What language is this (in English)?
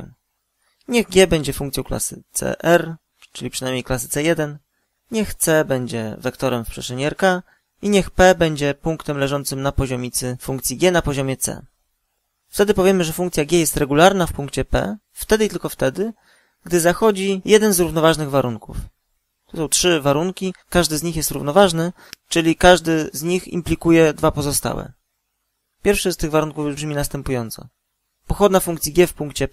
Polish